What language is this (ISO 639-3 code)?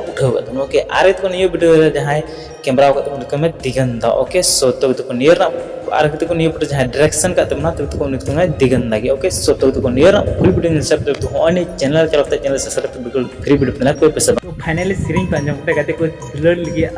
sat